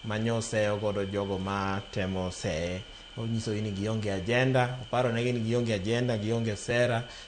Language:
Luo (Kenya and Tanzania)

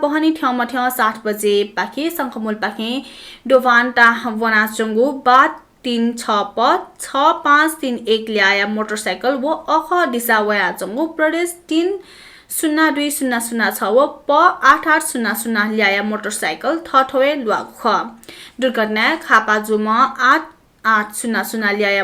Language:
Newari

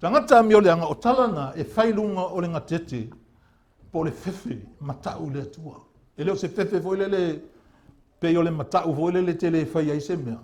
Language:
Samoan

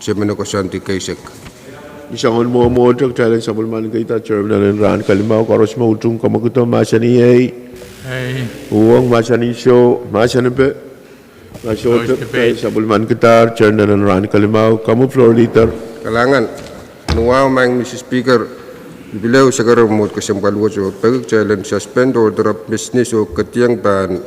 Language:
Pohnpeian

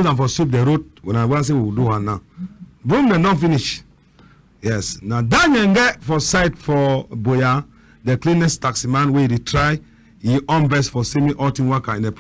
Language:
Cameroon Pidgin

